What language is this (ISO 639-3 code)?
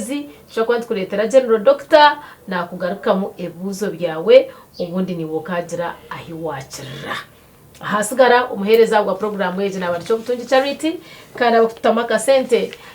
nyn